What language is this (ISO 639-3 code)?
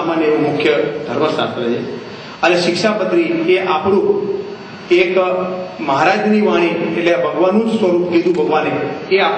guj